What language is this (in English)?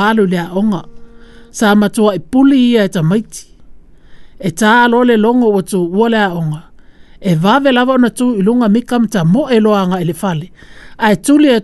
Samoan